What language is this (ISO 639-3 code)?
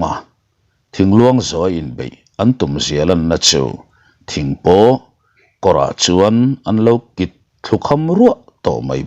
lus